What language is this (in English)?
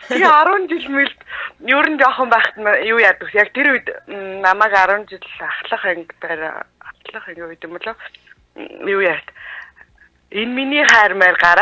Mongolian